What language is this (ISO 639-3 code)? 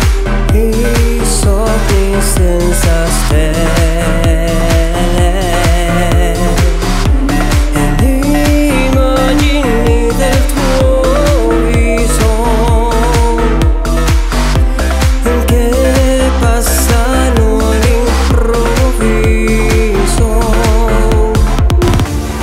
ita